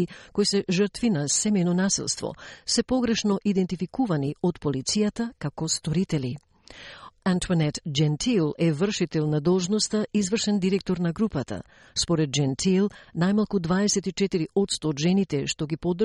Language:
Macedonian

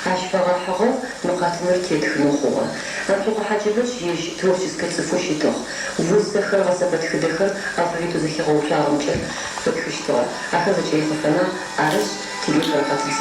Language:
Adyghe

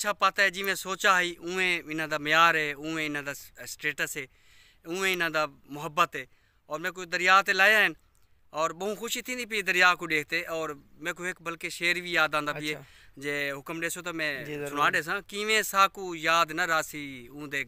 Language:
Saraiki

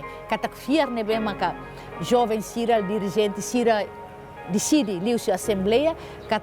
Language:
Tetum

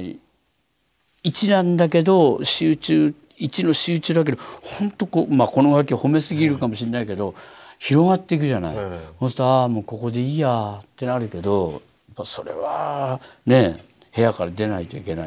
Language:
Japanese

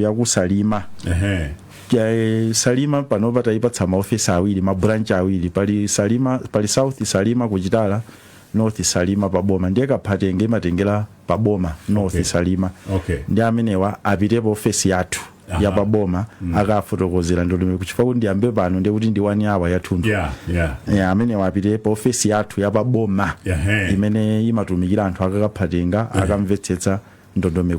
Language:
Nyanja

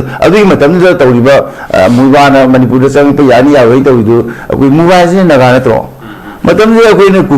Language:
Manipuri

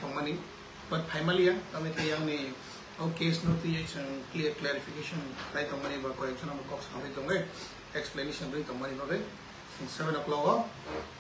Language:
Kok Borok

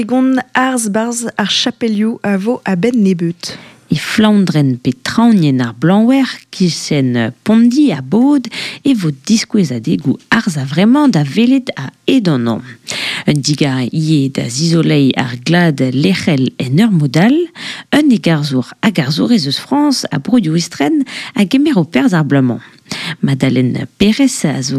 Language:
Breton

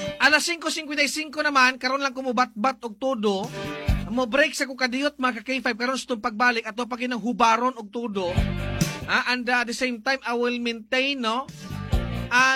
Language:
Cebuano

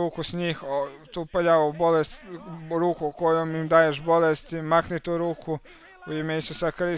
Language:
Croatian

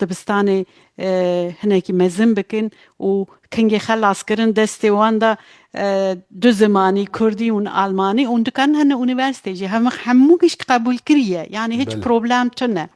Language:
Kurdish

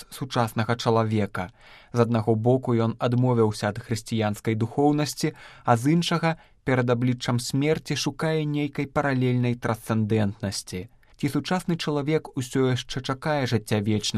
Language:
Belarusian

